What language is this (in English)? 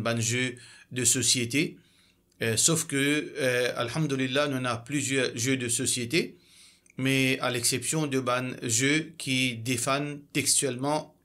Morisyen